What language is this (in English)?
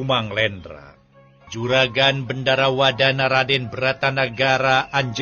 Sundanese